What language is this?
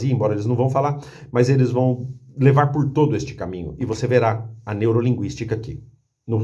Portuguese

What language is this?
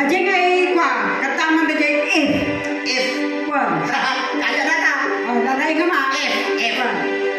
Iloko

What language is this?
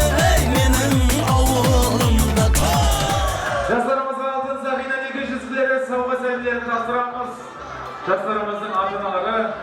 Kara-Kalpak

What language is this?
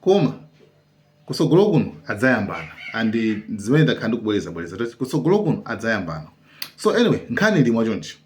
Nyanja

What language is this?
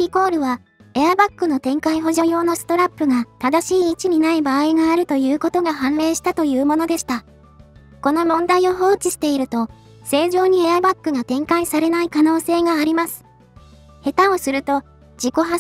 Japanese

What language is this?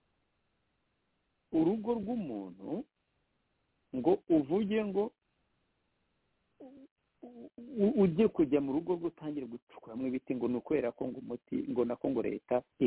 Kinyarwanda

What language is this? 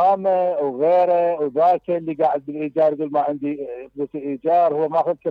Mesopotamian Arabic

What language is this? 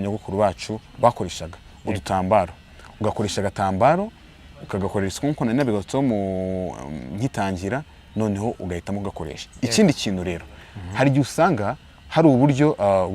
Kinyarwanda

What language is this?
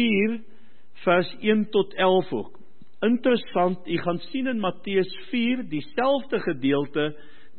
Afrikaans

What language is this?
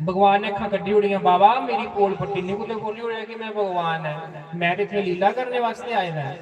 Dogri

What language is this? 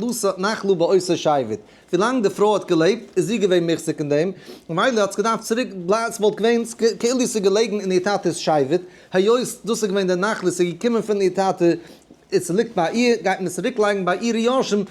Yiddish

